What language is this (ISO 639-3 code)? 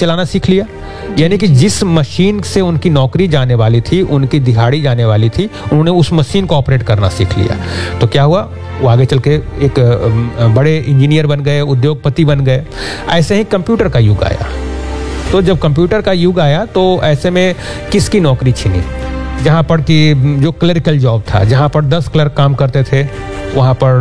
hin